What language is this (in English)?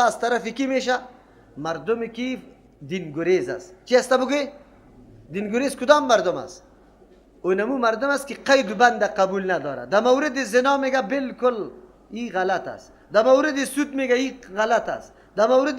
Persian